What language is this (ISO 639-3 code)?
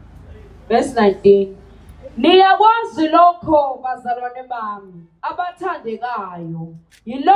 zul